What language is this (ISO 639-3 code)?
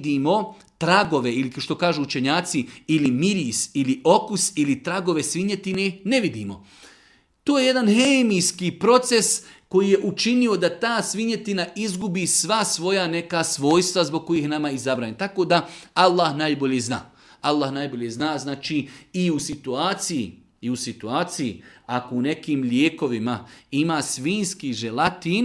bos